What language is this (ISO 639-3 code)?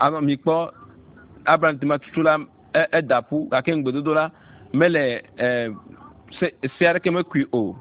ewe